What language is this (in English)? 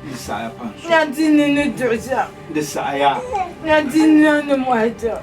Dagbani